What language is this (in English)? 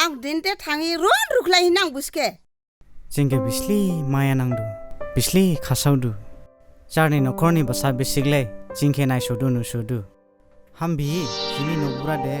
Dimasa